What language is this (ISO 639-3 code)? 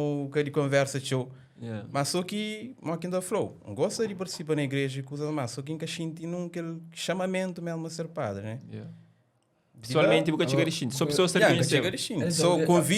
kea